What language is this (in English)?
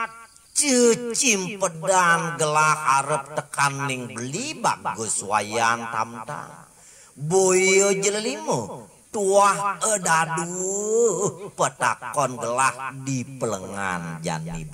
Balinese